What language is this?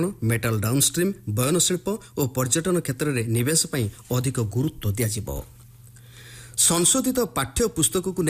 Odia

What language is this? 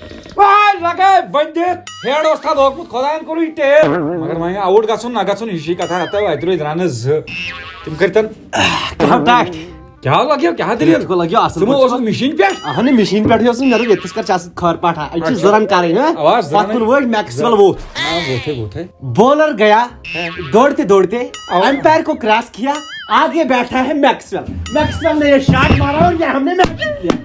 Kashmiri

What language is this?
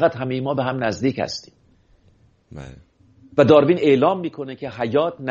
Persian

